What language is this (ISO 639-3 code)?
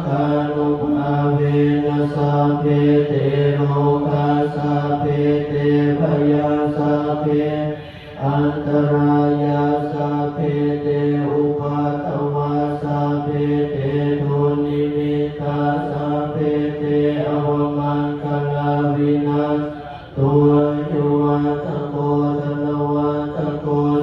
pli